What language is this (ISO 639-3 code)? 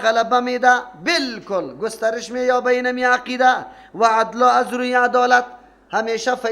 fas